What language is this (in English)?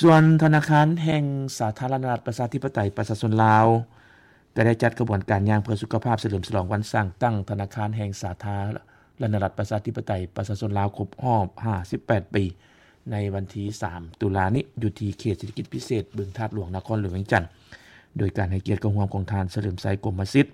Lao